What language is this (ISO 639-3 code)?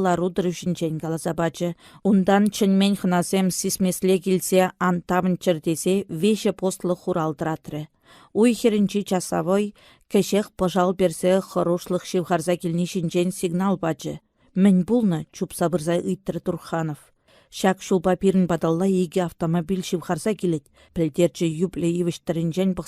chv